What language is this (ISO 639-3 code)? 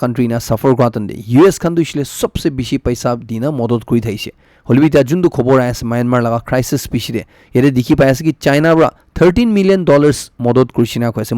nag